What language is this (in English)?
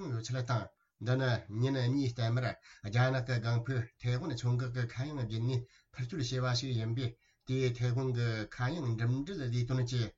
Tibetan